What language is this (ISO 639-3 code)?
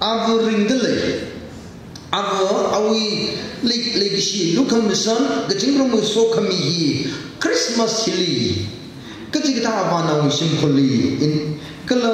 nmf